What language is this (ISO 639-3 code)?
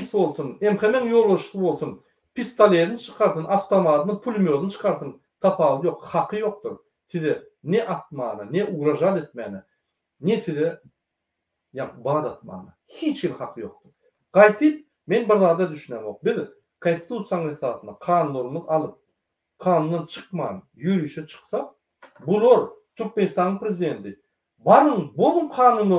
tuk